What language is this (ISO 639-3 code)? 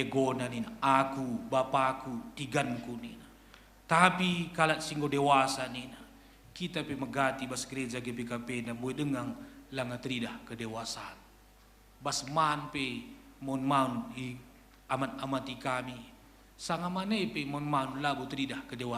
btx